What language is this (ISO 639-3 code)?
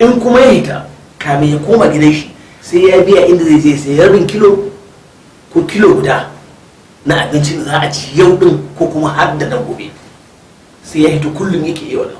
hau